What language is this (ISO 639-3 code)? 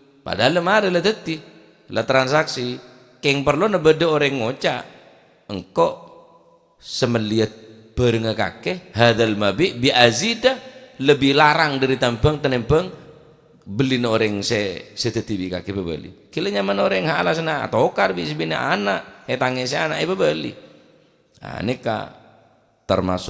mad